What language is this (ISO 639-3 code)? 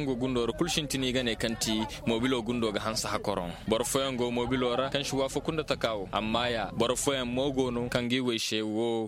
ses